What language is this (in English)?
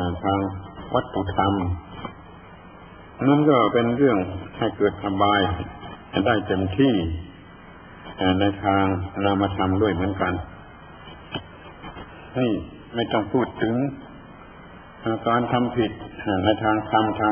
Thai